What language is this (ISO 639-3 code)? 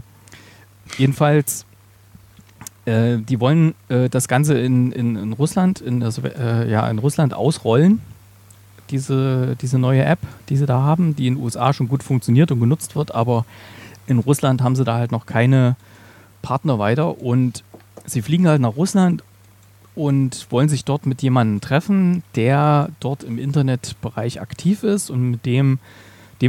deu